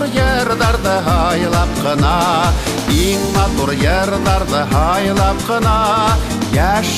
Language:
Bashkir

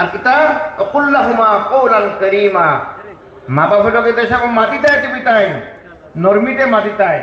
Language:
Sylheti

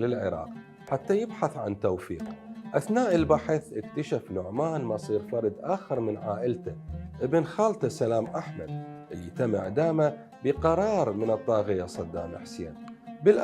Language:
Mesopotamian Arabic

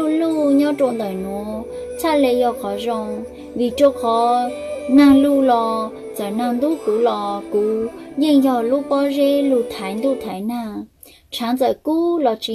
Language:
Hmong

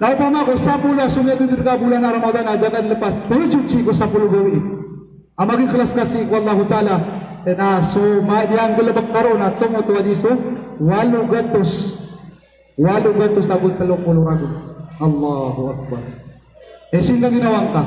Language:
Maranao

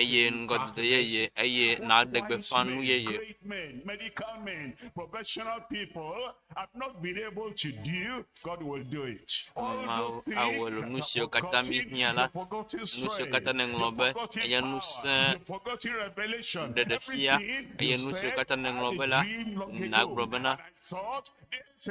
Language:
Ewe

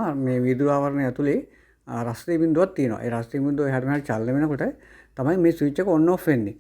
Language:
Sinhala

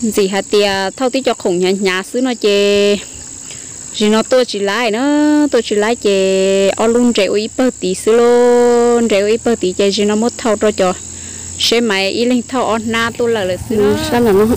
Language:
Hmong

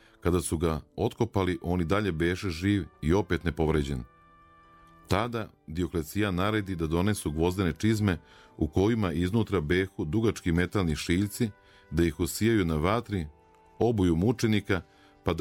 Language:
Serbian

